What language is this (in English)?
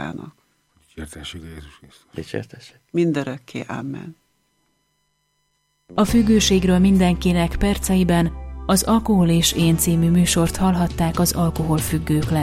Hungarian